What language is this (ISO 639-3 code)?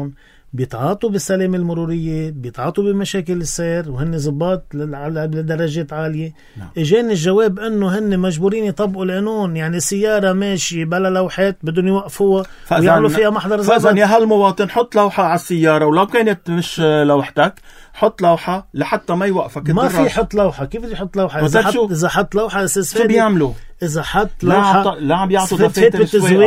apc